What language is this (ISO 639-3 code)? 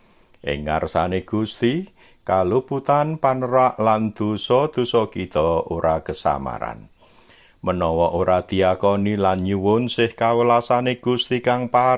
jav